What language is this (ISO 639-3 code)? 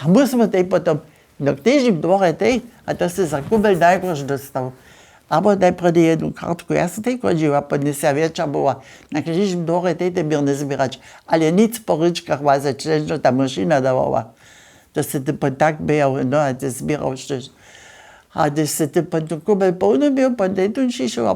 hsb